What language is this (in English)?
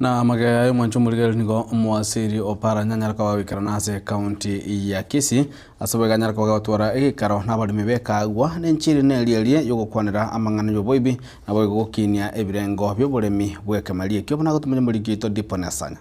Gusii